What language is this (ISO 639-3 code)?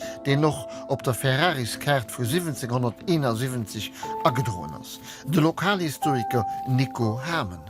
ltz